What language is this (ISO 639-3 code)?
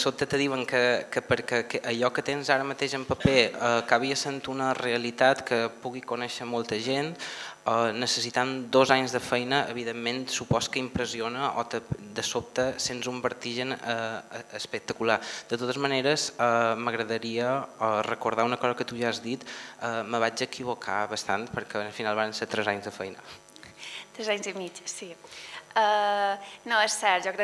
cat